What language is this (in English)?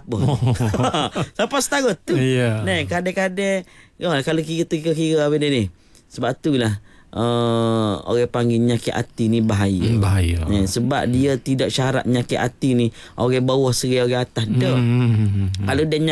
Malay